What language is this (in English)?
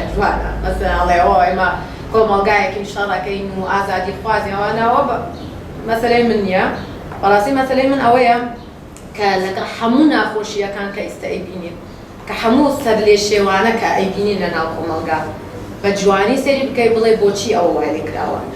Central Kurdish